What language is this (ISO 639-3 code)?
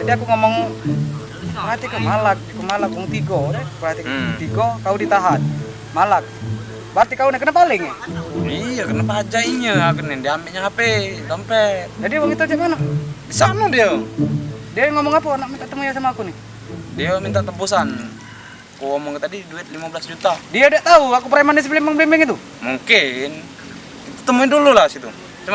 mui